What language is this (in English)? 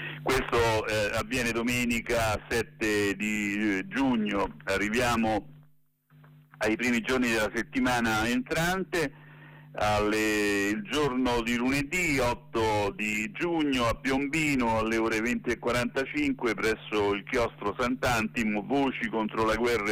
Italian